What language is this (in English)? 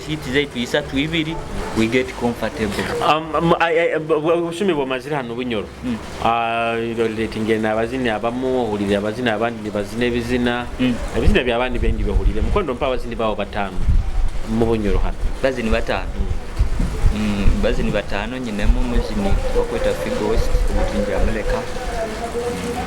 Nyoro